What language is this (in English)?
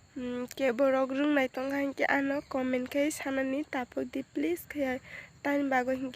Kok Borok